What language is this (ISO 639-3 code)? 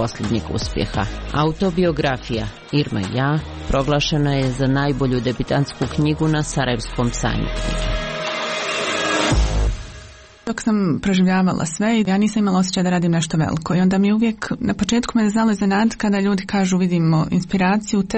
srp